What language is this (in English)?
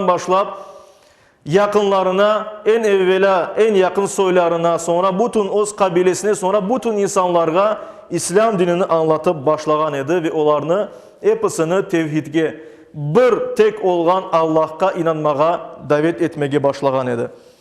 Crimean Tatar